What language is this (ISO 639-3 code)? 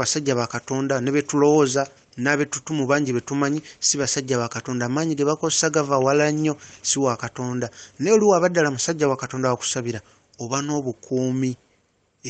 lug